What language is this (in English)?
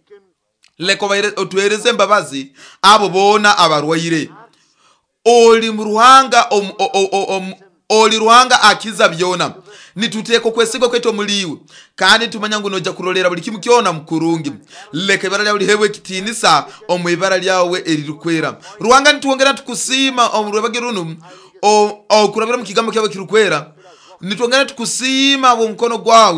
Nyoro